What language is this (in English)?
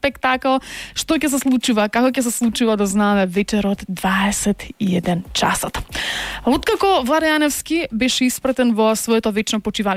Macedonian